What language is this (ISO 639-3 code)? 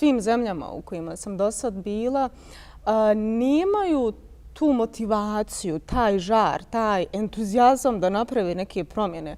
bos